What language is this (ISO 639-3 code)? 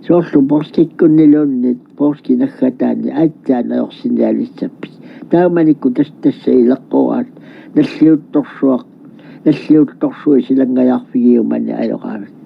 kal